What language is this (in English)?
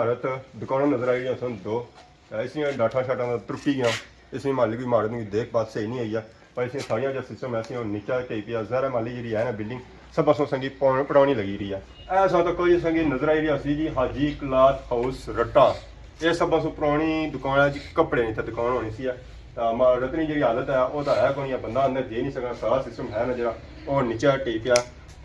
Pahari-Potwari